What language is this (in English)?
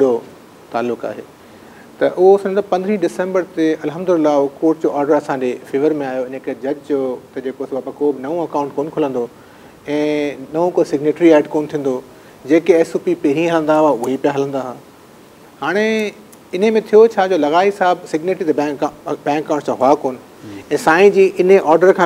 Sindhi